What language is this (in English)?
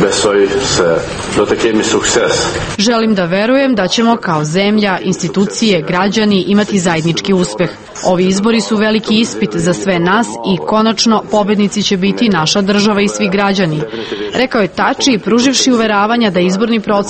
Serbian